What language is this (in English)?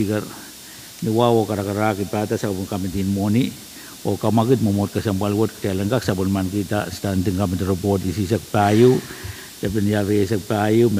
Pohnpeian